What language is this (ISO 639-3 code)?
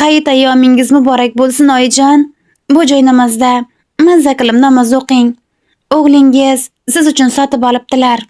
uzb